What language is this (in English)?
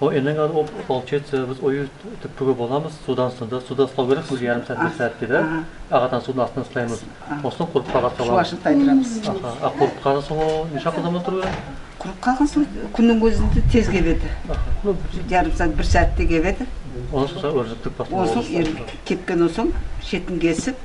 Nogai